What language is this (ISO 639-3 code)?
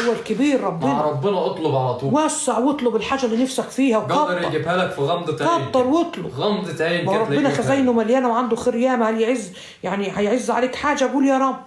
arz